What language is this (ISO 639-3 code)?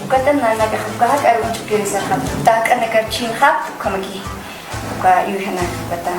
aym